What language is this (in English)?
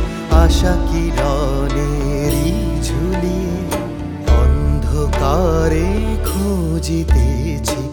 Bangla